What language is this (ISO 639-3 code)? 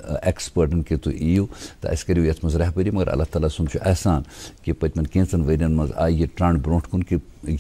kas